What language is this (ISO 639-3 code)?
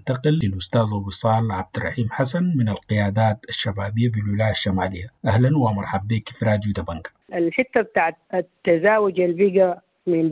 apd